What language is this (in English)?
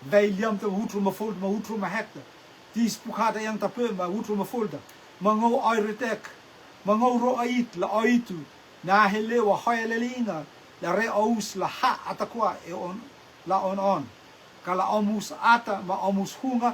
Rotuman